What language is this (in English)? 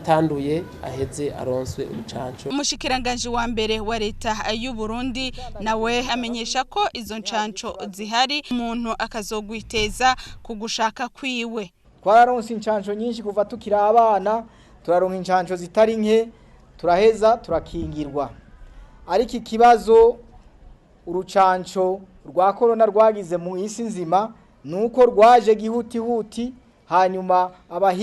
Rundi